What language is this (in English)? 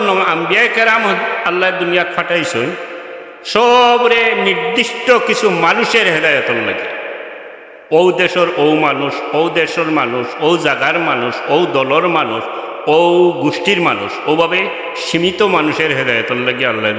Sylheti